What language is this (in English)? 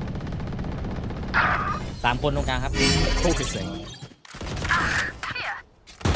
Thai